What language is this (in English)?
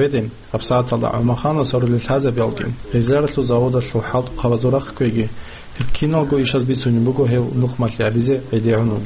Avaric